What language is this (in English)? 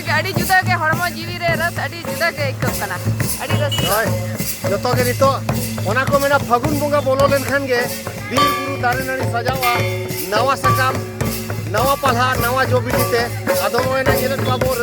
Santali